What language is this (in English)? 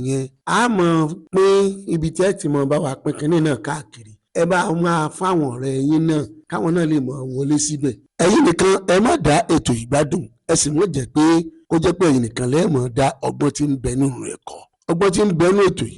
Yoruba